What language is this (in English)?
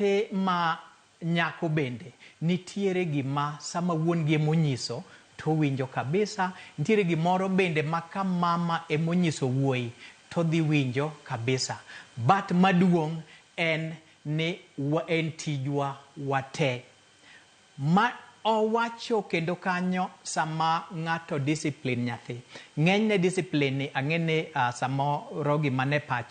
Luo (Kenya and Tanzania)